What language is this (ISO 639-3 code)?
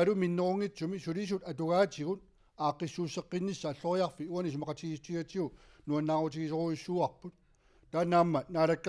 kal